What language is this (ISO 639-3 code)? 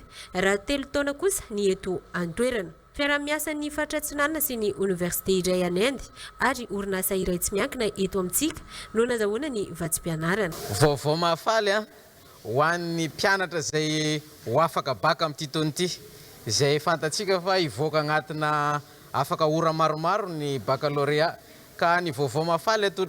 mlg